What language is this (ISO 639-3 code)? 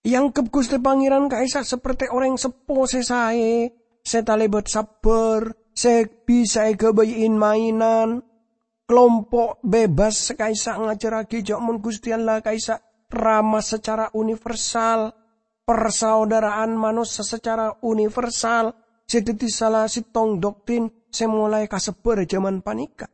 mad